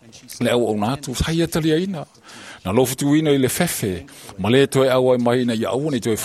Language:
Samoan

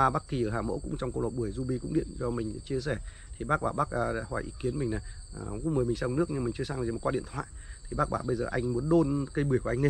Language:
Vietnamese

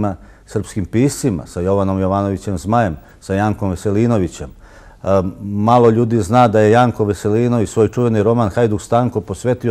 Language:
Serbian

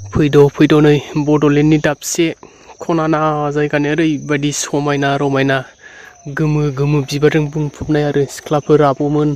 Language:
Bodo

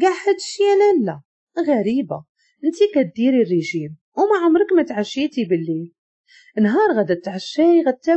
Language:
Moroccan Arabic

